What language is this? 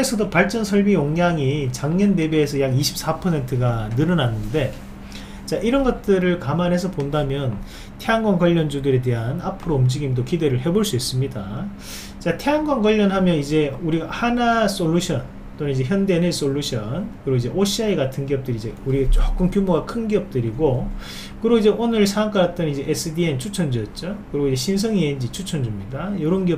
Korean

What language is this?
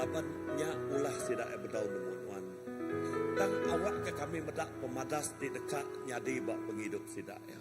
Iban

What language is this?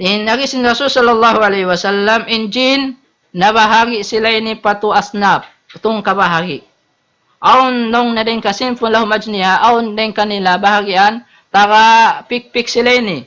Tausug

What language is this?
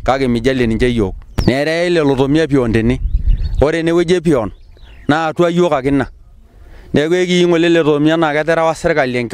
Masai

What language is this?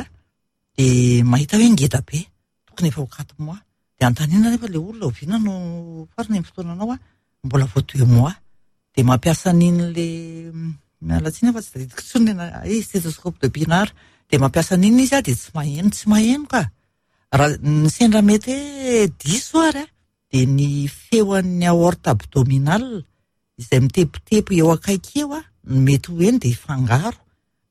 Malagasy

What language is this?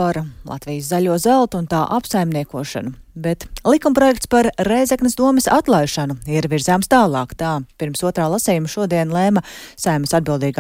Latvian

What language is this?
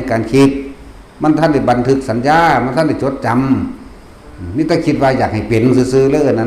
Northeastern Thai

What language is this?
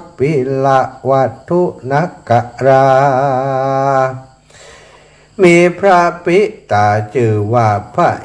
Thai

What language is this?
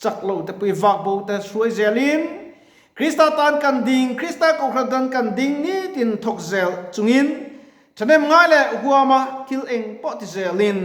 Mizo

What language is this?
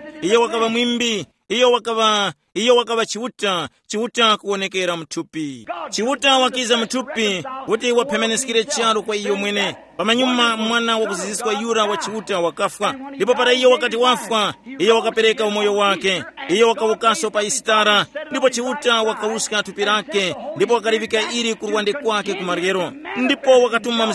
Tumbuka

